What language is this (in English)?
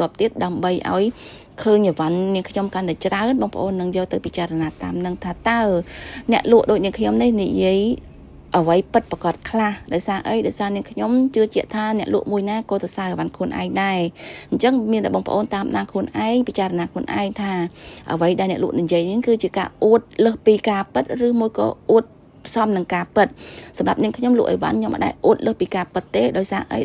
Khmer